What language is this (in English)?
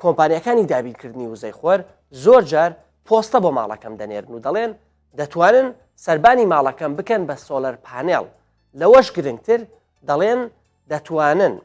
Central Kurdish